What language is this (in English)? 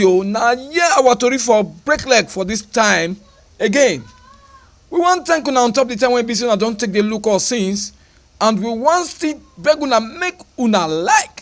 Nigerian Pidgin